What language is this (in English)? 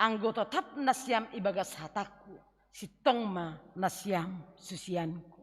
Batak Simalungun